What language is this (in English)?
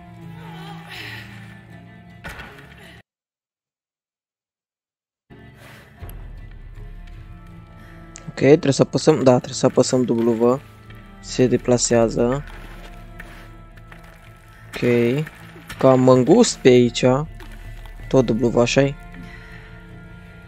Romanian